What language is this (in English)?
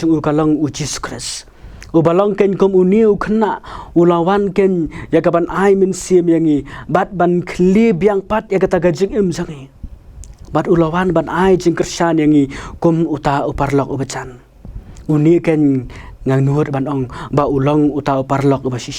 Khasi